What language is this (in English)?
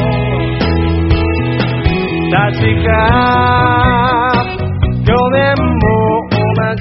Japanese